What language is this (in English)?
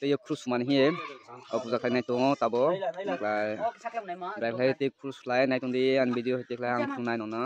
Kok Borok